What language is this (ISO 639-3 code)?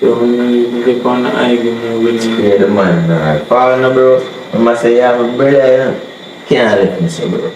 jam